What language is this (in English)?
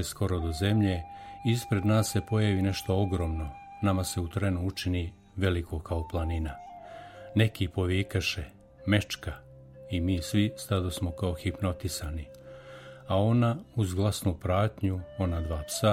Serbian